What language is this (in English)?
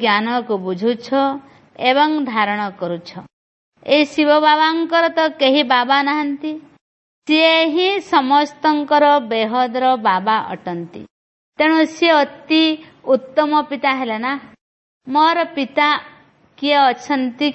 Odia